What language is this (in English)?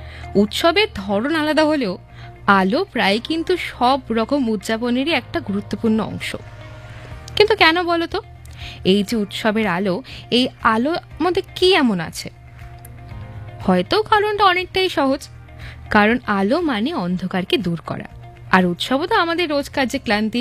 Bangla